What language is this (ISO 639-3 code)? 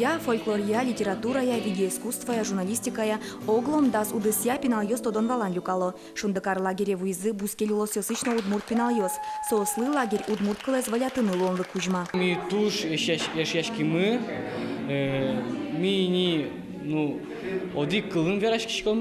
udm